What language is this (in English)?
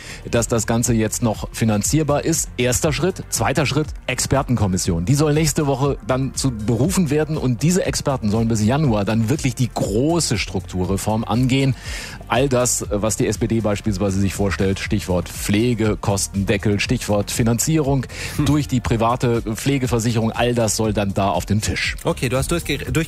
German